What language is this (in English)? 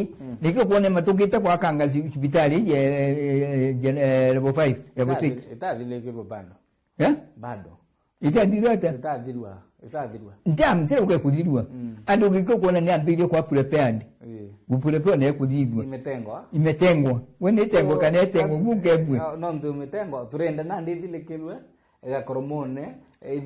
Meru